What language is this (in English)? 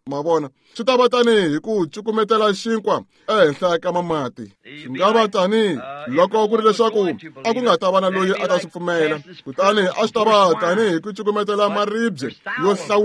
Tsonga